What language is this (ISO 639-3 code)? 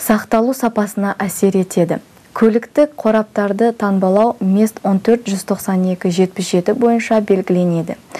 kaz